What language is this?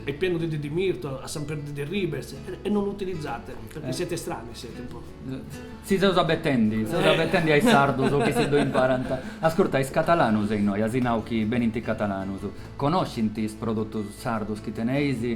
Sardinian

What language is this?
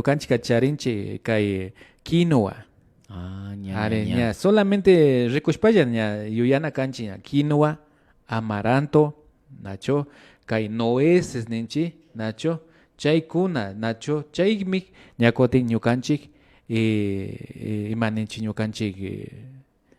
Imbabura Highland Quichua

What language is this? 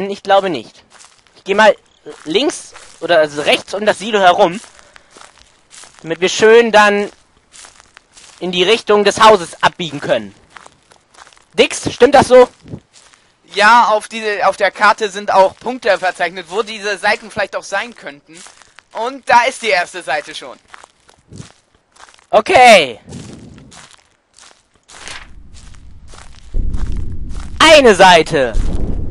German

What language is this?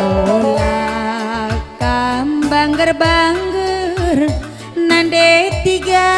Batak Karo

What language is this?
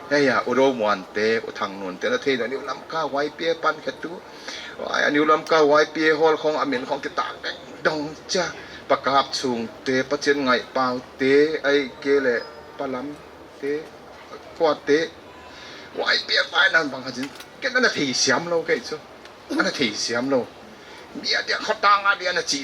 Paite Chin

